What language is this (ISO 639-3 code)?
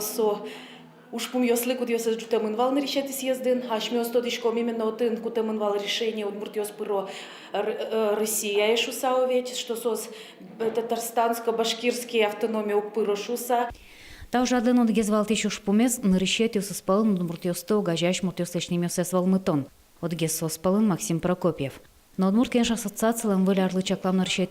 udm